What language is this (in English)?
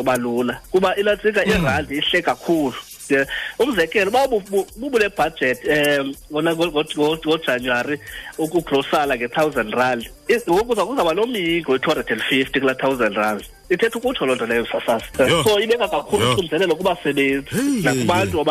Xhosa